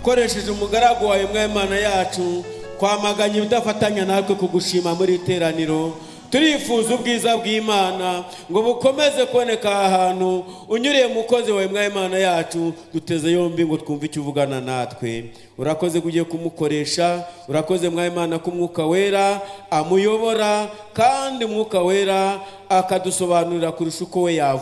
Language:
Kinyarwanda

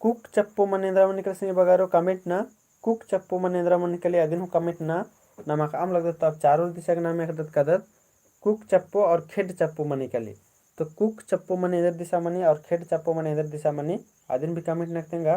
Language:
Kurukh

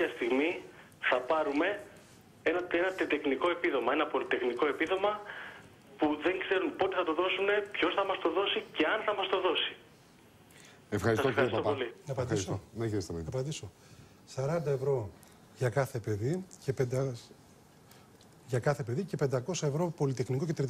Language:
Greek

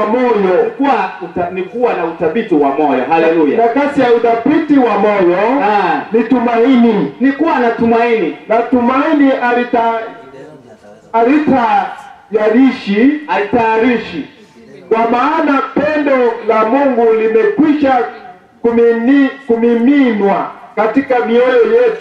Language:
Swahili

